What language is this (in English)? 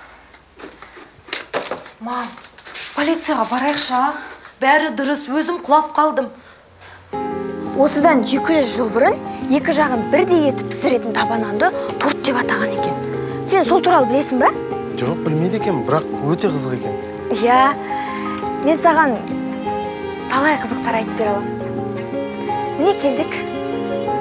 Kazakh